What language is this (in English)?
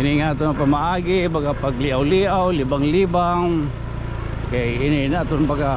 Waray